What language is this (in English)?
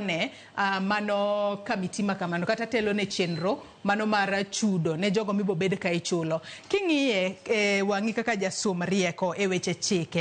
Luo (Kenya and Tanzania)